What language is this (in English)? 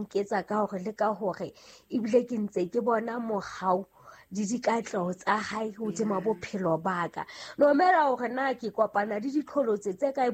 Southern Sotho